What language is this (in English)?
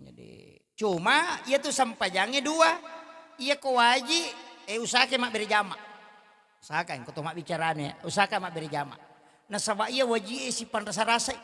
Buginese